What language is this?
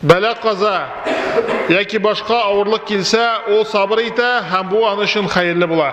Tatar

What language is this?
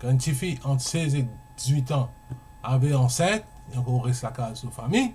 Morisyen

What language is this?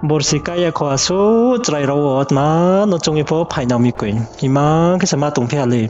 Riang (India)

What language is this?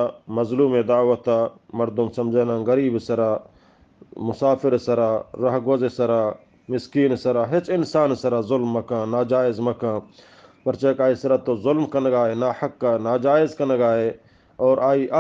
Eastern Balochi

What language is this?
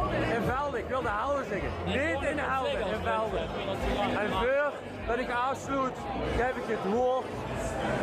Limburgish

